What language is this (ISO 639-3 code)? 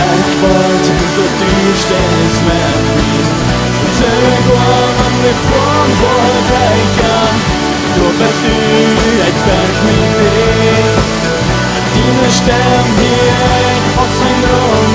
pdt